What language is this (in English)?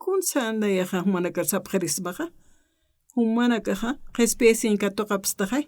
Aymara